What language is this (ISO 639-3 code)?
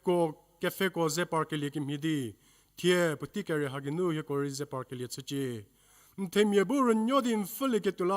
njm